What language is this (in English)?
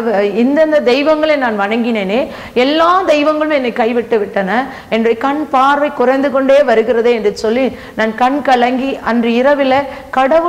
Tamil